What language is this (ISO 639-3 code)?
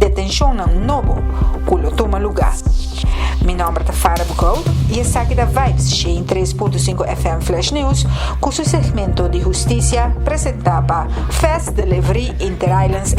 pap